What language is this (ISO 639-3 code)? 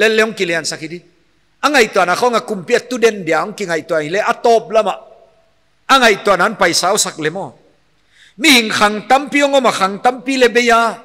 pck